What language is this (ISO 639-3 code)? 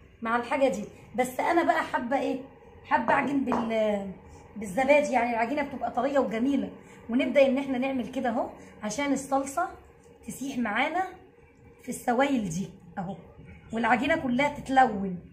arz